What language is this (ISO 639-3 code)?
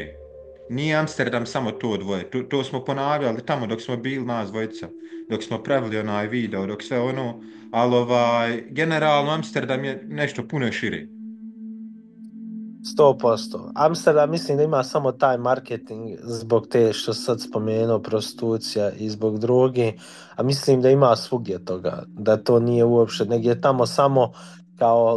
bos